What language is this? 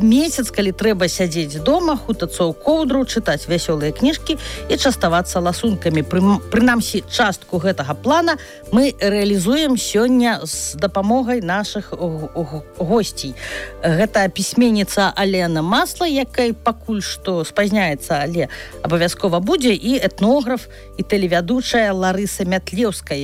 Belarusian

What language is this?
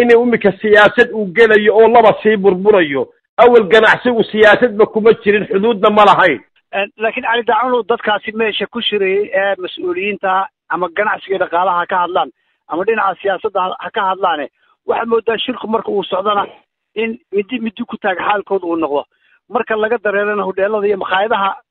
Somali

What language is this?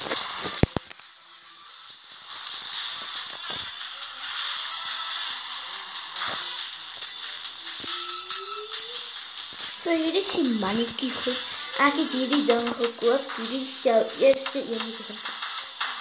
Afrikaans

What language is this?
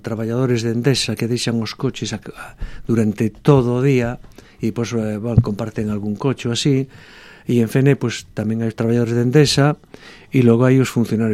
Galician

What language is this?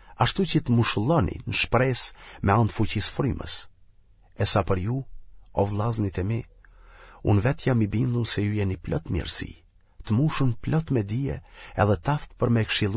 Albanian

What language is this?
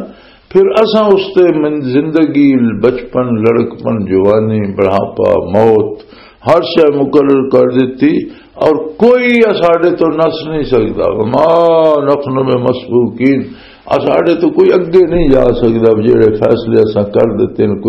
Western Panjabi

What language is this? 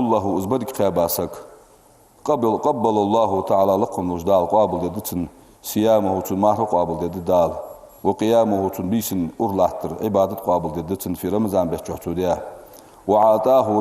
Ingush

